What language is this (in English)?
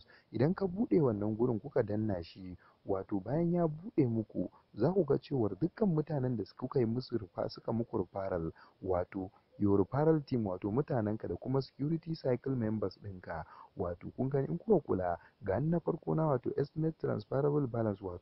Hausa